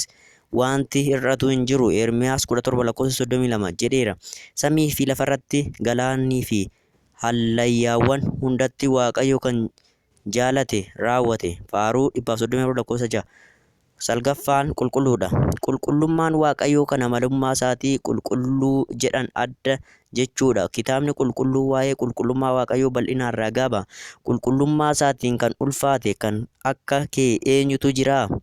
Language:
Oromo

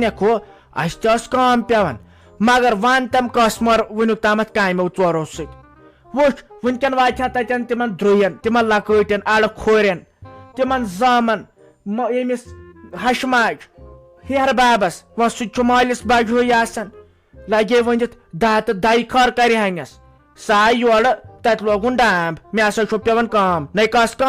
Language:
Kashmiri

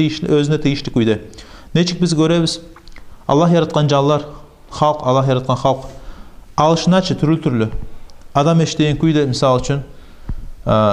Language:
Kumyk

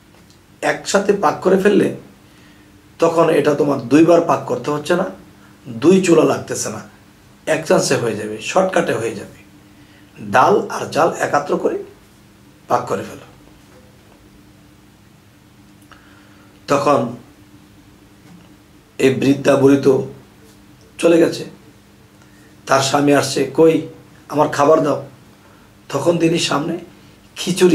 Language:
Bangla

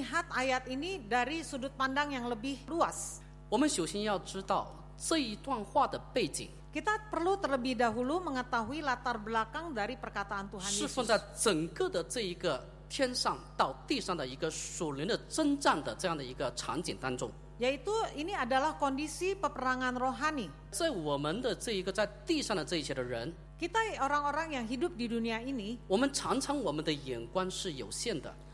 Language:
Indonesian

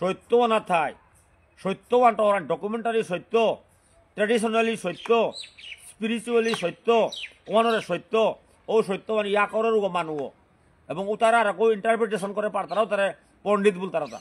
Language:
Bishnupriya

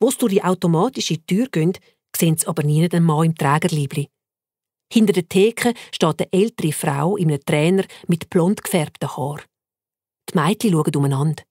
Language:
Swiss German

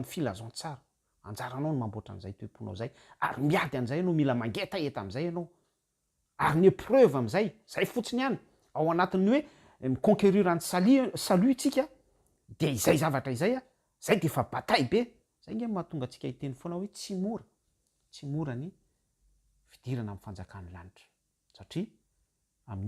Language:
Malagasy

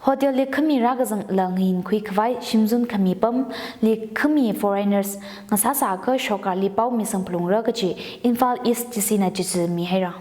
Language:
Tangkhul Naga (India)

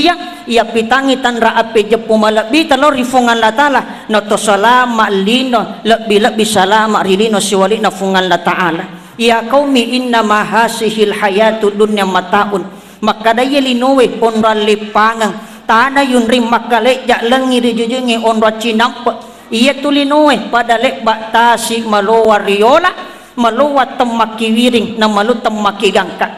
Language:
Buginese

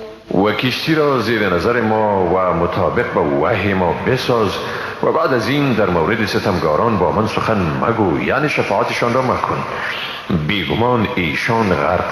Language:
Persian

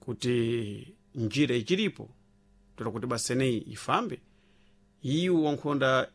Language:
Sena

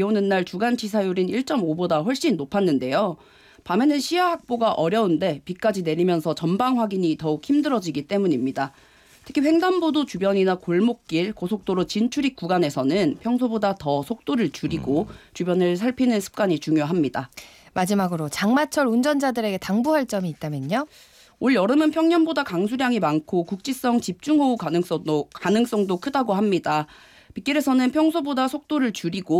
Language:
Korean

